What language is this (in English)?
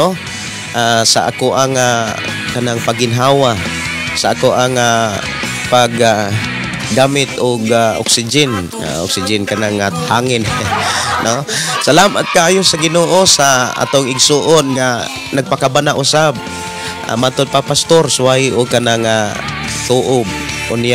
Cebuano